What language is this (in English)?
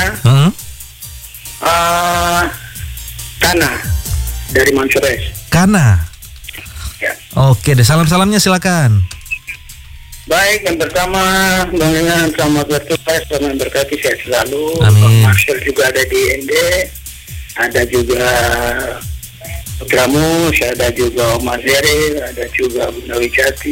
Indonesian